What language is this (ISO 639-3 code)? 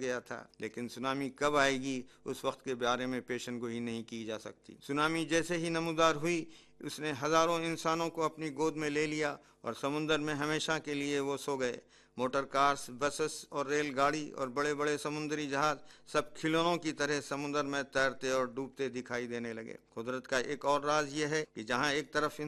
urd